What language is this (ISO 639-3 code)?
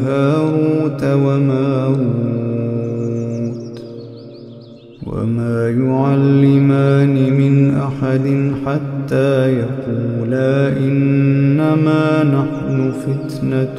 ara